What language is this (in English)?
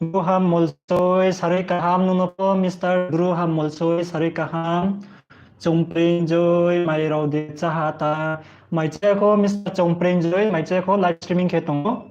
Riang (India)